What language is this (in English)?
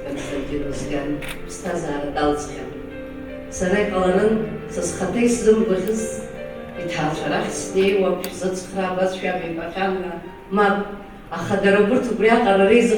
Abkhazian